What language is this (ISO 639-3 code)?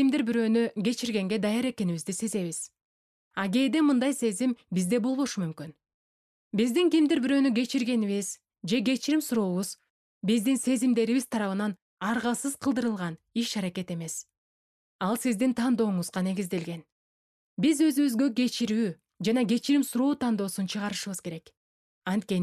kir